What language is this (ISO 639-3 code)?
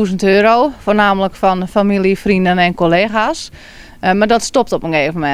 fry